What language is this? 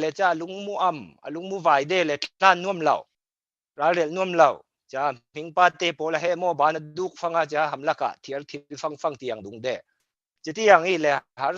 Falam Chin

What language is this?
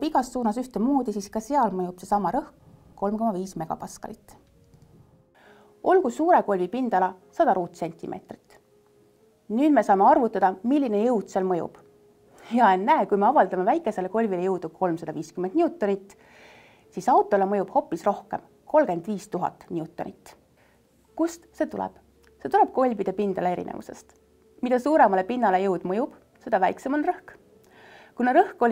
Estonian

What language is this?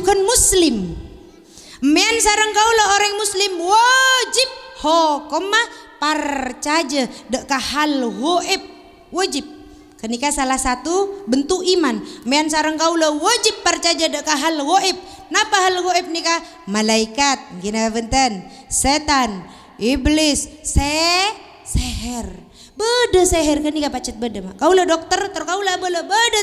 Madurese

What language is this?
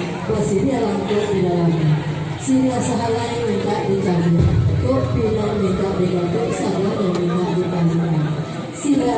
Minangkabau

